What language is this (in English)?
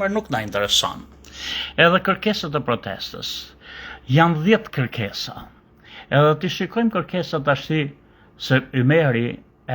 Albanian